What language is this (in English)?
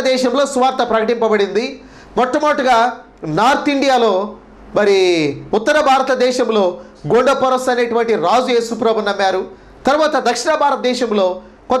Telugu